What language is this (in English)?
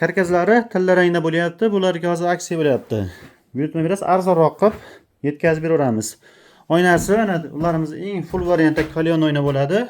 Uzbek